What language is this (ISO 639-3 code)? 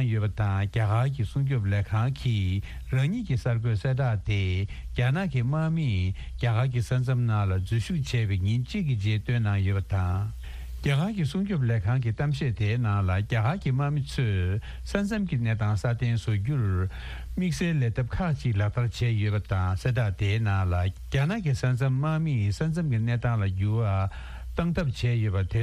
bod